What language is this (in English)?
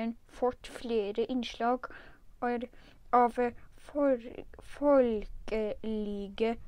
Norwegian